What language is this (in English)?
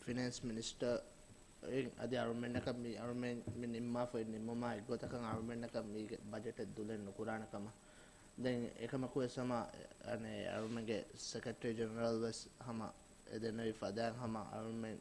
Divehi